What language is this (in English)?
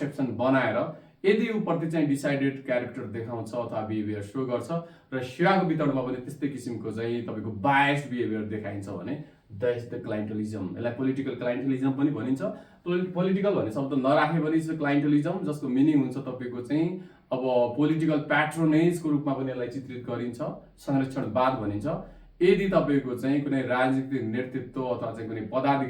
Nepali